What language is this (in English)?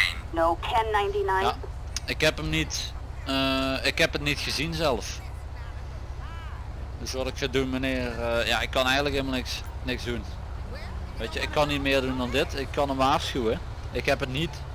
Dutch